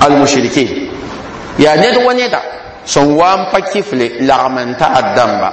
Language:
Mossi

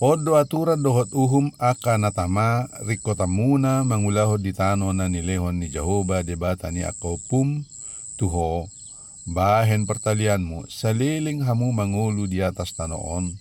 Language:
Batak Toba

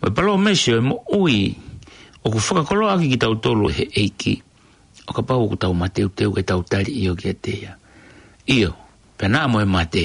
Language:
Tongan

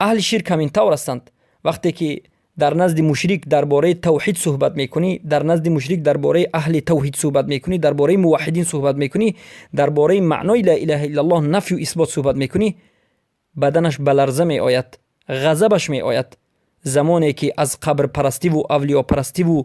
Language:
Persian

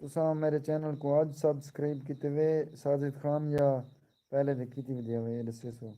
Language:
Saraiki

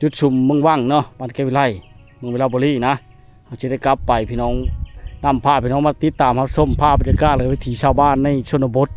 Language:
Lao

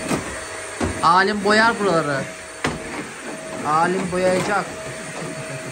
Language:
Turkish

